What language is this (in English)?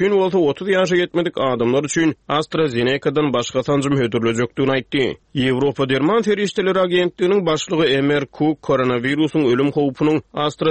Turkmen